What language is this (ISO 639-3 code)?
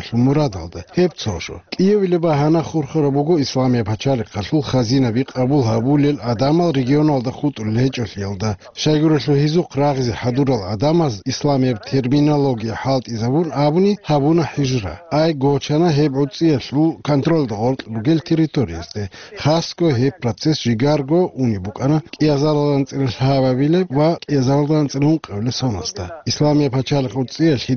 ava